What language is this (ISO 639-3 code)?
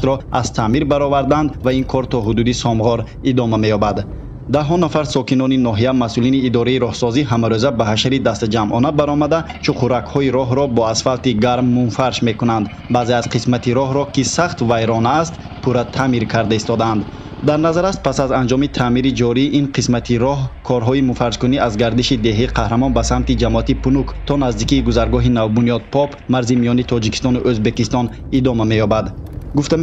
tgk